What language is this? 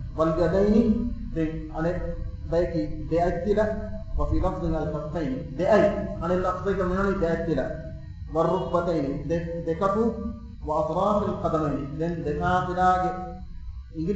Divehi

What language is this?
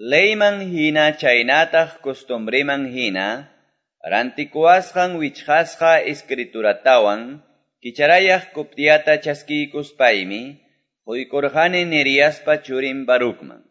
Quechua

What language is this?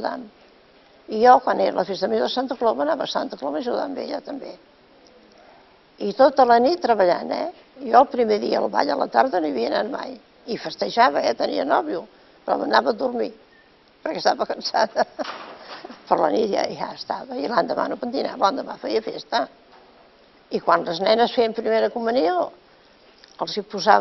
Catalan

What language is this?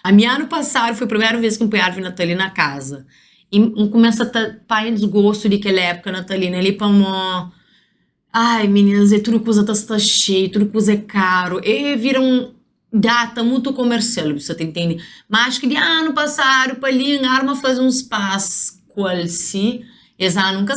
Kabuverdianu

